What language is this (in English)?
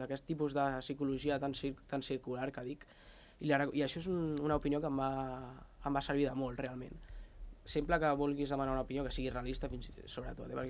Catalan